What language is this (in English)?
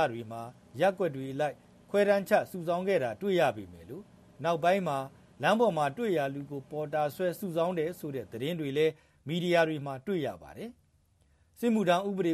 Burmese